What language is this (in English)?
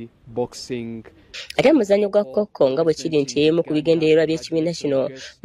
Ganda